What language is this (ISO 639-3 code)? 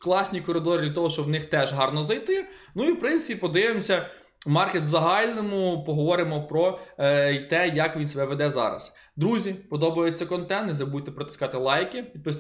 ukr